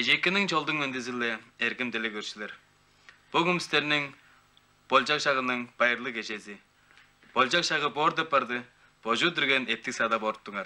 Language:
Tuvinian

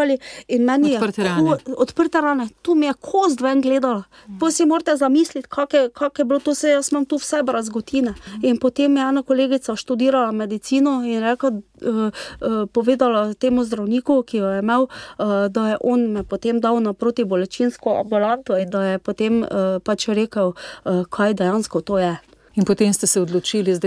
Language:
Slovenian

